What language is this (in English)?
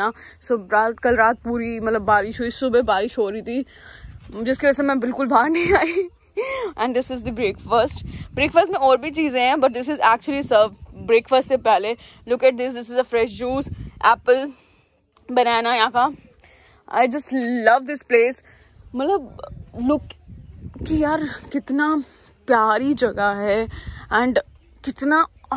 Hindi